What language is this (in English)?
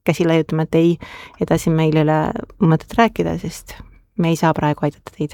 Estonian